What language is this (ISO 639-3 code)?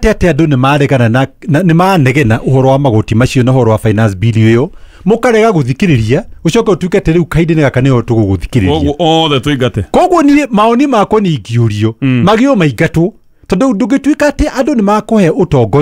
kik